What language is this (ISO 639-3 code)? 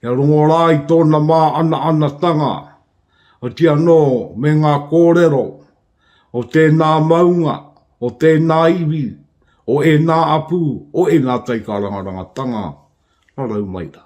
mri